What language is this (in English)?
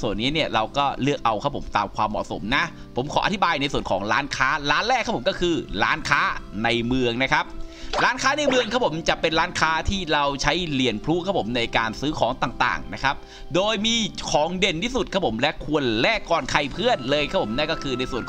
Thai